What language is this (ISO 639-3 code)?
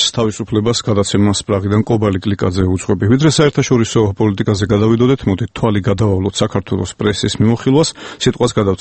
kat